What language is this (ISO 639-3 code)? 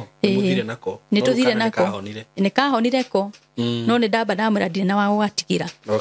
kik